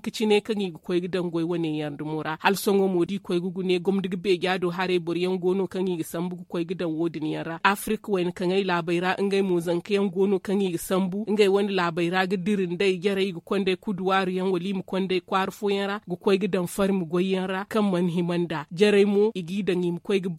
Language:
Zarma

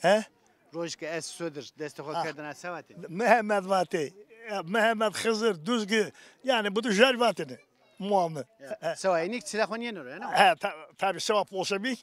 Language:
Zaza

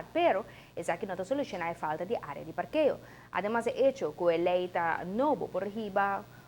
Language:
Papiamento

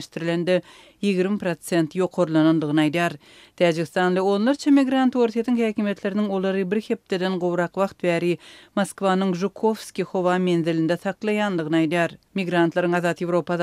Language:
Turkmen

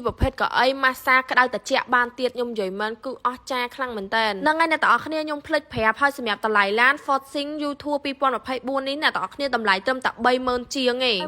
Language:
Khmer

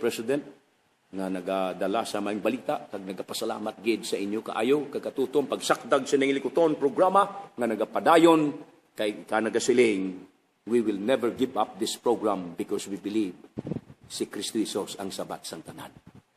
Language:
Hiligaynon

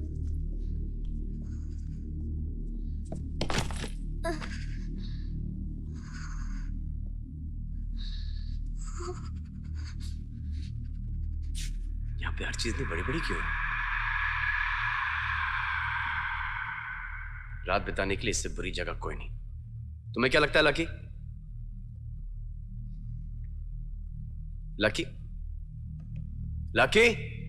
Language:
Hindi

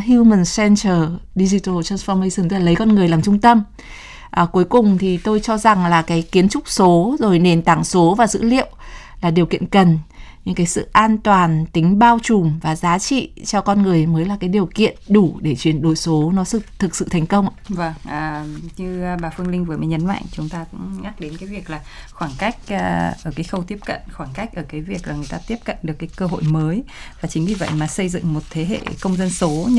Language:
Vietnamese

